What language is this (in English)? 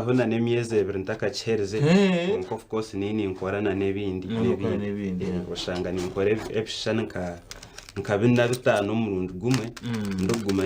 Nyankole